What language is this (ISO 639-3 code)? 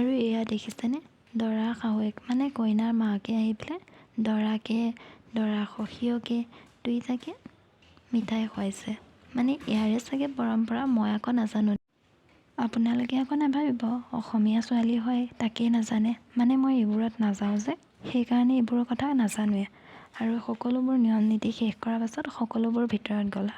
asm